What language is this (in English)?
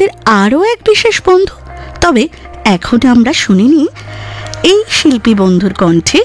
Bangla